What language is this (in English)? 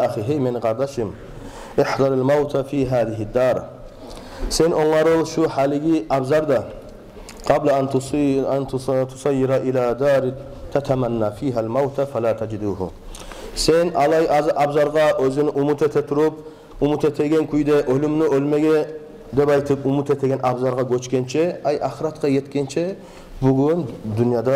Kumyk